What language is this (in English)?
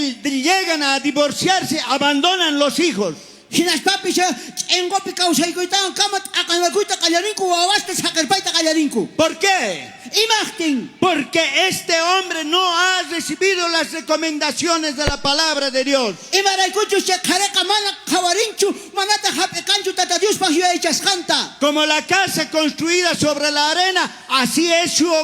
South Bolivian Quechua